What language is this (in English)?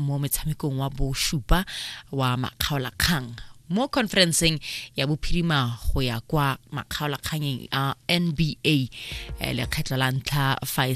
Tswana